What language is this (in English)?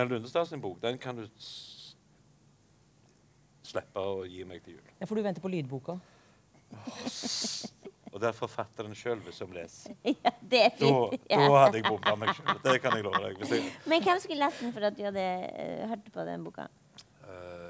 Norwegian